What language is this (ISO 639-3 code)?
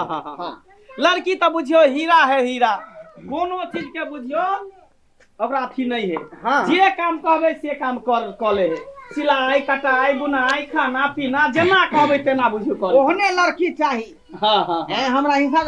mai